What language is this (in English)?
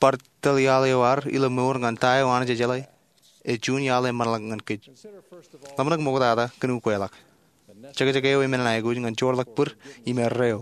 Marshallese